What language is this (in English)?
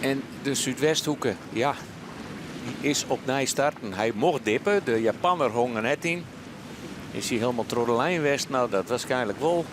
Western Frisian